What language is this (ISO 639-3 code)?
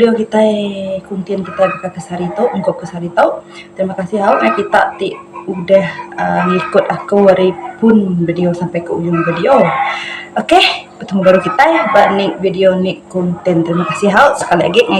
iba